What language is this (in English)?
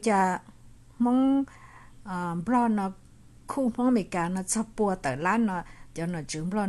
Hmong